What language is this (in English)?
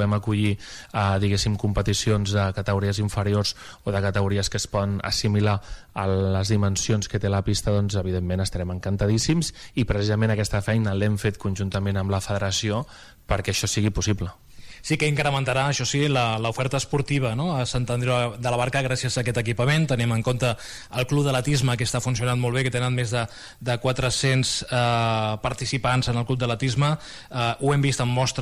Catalan